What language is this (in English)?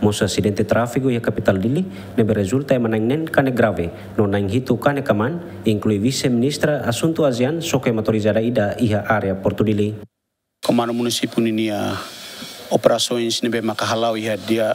Tetum